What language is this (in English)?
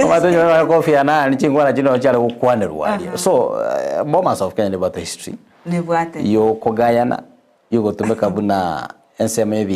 Gusii